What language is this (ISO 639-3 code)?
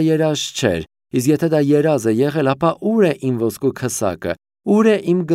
hye